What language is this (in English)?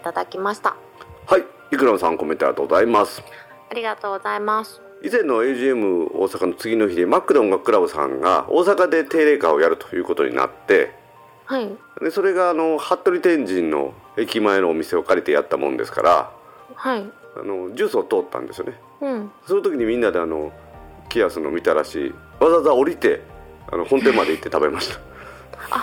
Japanese